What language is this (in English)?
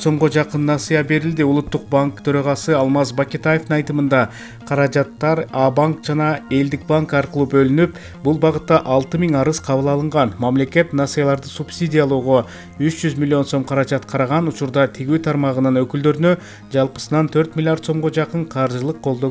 Kyrgyz